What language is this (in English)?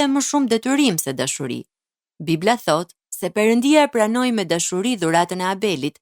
Albanian